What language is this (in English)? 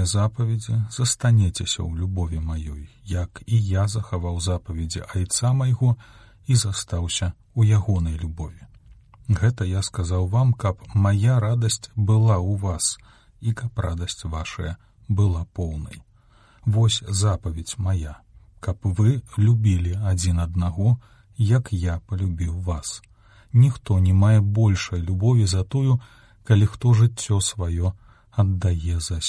Belarusian